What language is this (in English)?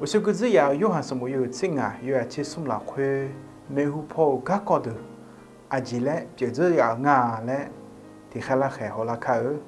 Akha